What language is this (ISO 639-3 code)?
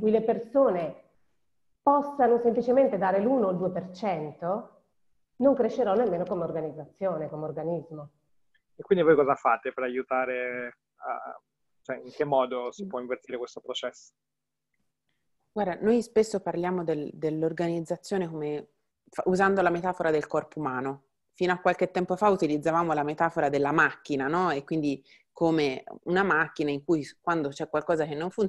ita